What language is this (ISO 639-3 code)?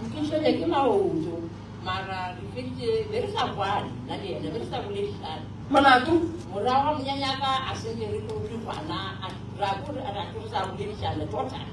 nso